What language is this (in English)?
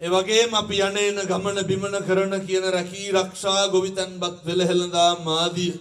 Sinhala